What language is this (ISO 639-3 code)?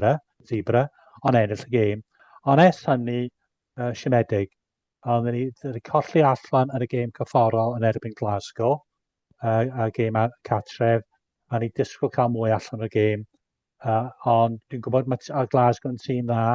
cym